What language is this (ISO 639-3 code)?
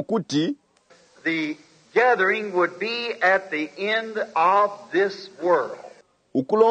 bem